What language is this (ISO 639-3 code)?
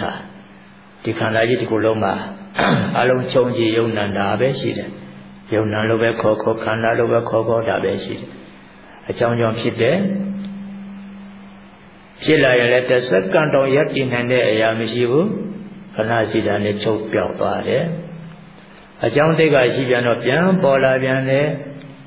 mya